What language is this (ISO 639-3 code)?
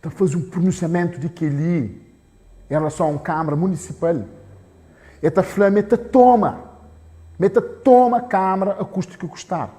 kea